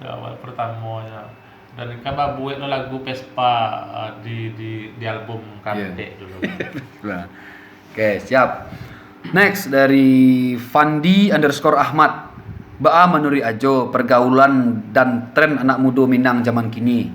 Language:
Minangkabau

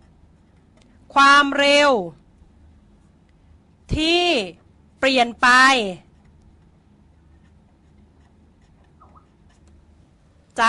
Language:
Thai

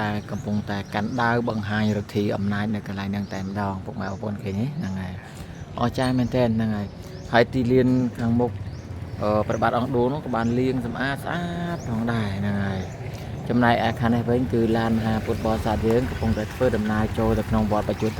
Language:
Khmer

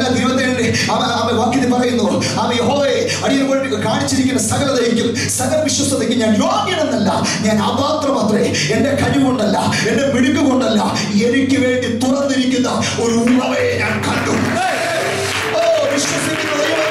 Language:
Malayalam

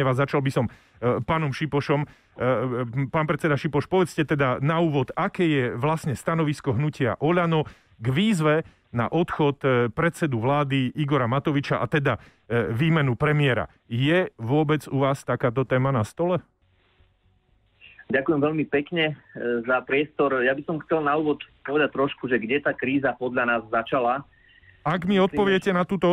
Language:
Slovak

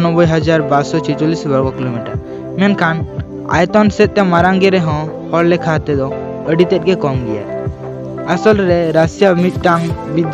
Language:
Santali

